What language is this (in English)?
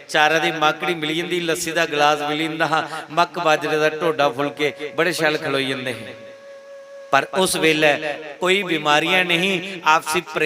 Dogri